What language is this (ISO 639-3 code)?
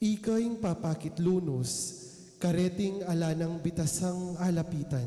pam